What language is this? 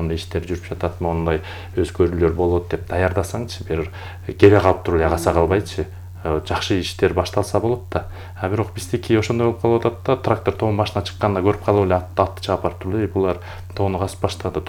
Kyrgyz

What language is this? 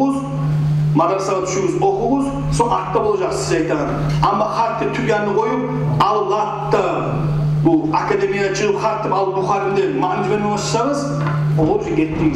Kumyk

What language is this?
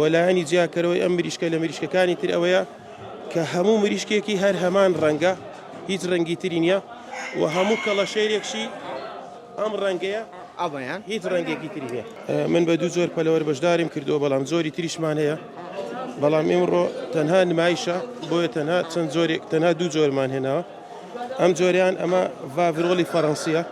Central Kurdish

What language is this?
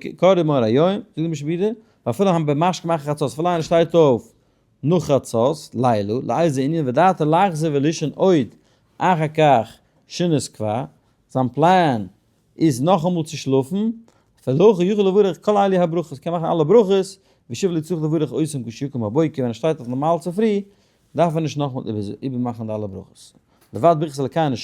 Yiddish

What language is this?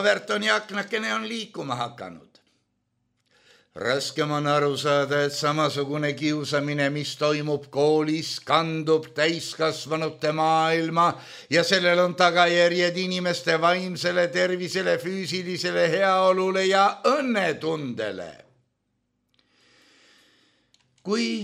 Estonian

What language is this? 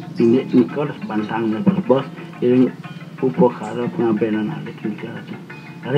Balinese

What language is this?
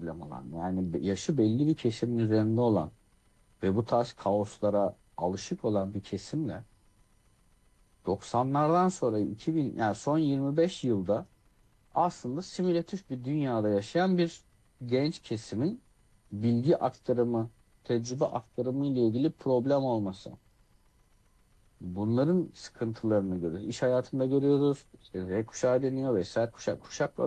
Turkish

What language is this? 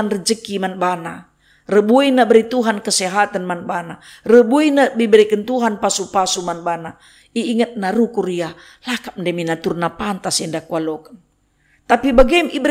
Batak Karo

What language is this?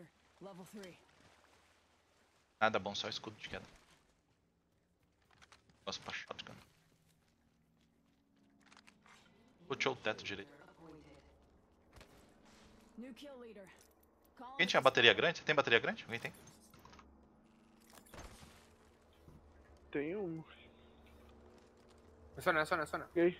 Portuguese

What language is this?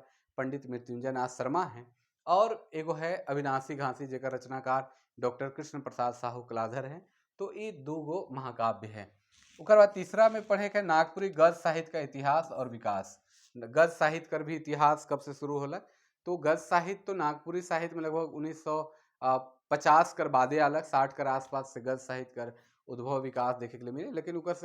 Sadri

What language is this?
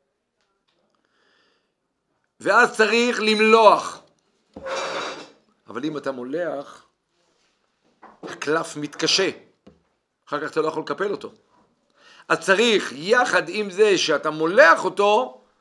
Hebrew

